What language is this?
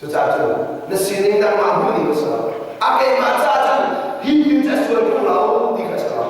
Hakha Chin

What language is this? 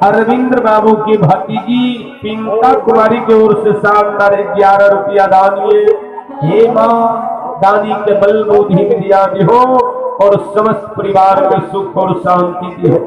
Maithili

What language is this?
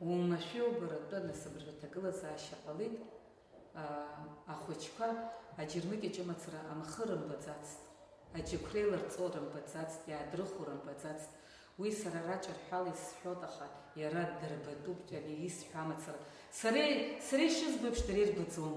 Abkhazian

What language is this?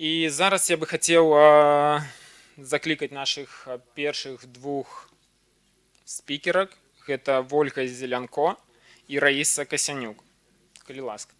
Belarusian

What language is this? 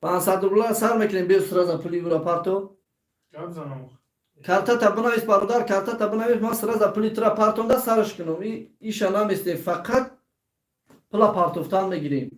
Tajik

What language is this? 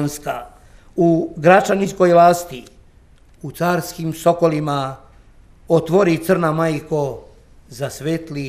Serbian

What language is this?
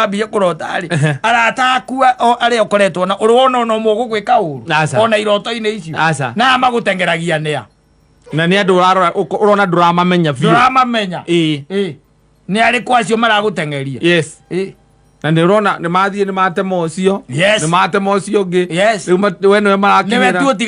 Kikuyu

